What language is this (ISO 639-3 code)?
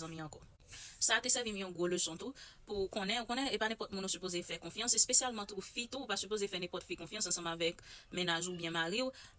hat